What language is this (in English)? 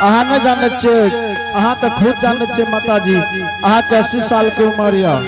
Angika